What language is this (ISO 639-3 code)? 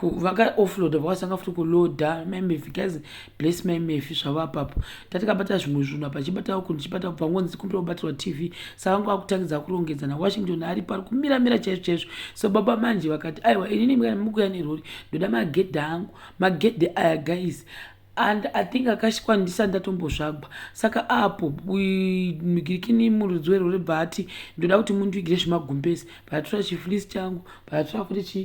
sna